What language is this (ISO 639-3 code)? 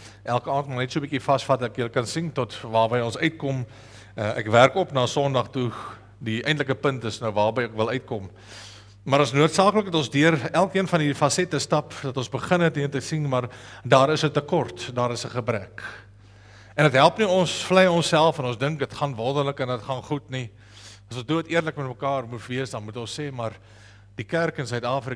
afr